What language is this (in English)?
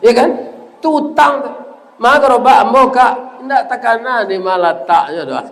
Minangkabau